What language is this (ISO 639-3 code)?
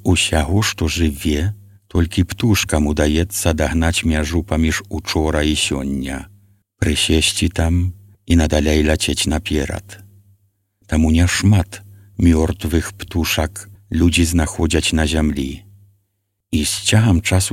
bel